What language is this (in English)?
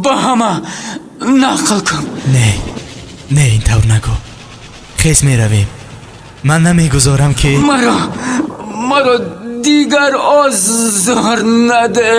Tajik